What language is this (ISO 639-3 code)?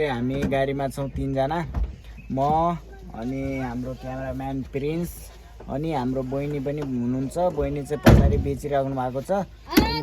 nep